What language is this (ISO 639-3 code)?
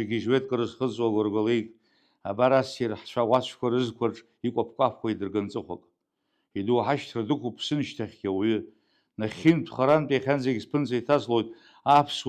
abk